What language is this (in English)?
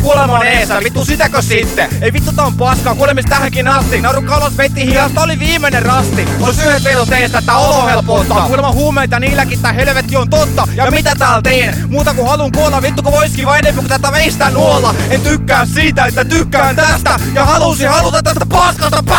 Finnish